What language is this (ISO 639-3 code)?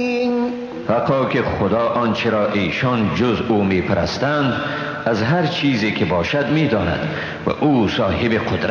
fas